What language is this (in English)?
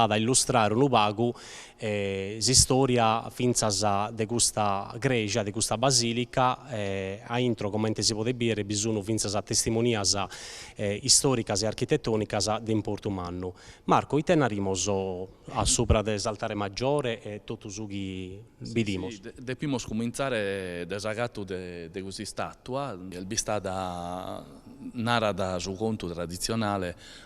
Sardinian